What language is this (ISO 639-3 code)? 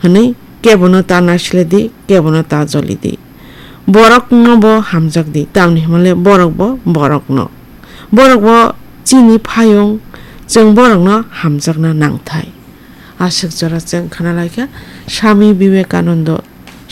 trp